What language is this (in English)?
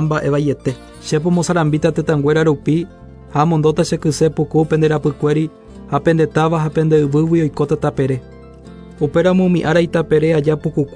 Guarani